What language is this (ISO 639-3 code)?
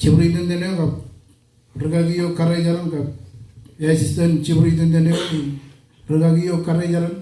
mah